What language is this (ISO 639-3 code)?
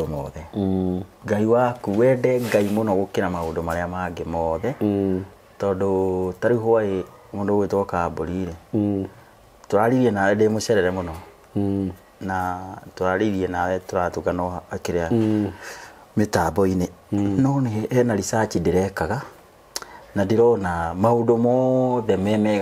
kik